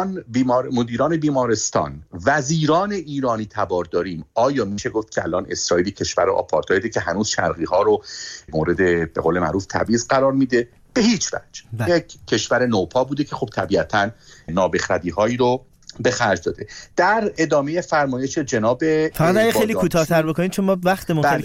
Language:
Persian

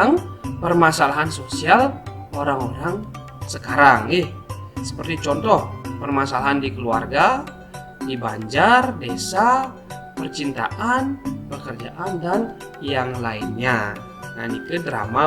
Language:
Balinese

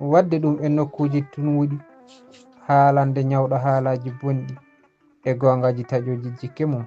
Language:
Fula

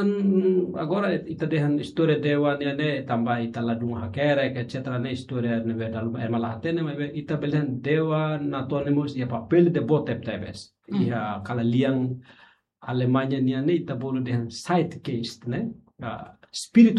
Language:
Tetum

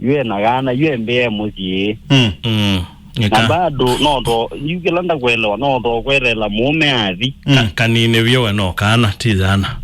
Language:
Kamba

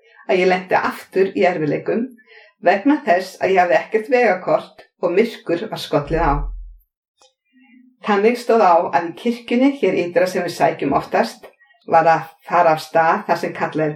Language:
Icelandic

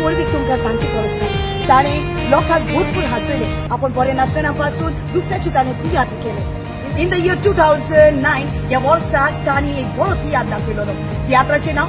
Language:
Konkani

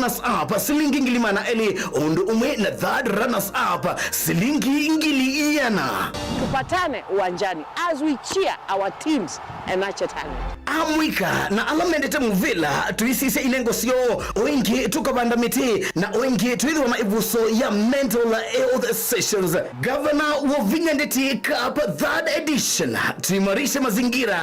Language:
Kamba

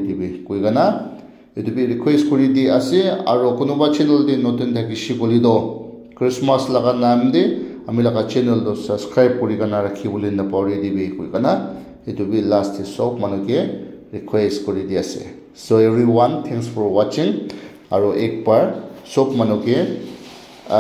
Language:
Naga Pidgin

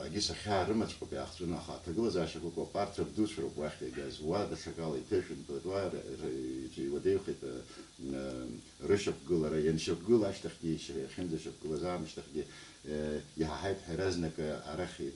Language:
Abkhazian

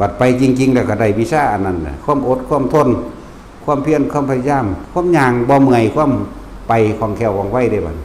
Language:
Northeastern Thai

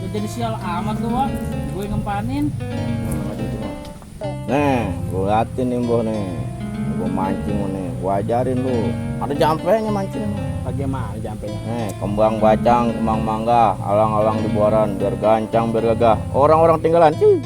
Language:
Betawi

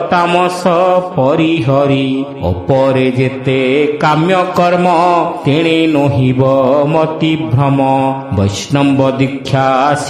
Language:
Odia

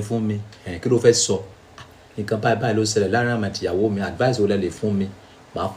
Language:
Yoruba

